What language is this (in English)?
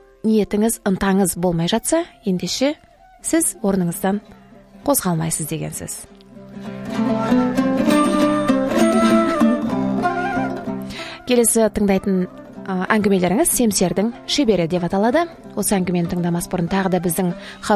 Kazakh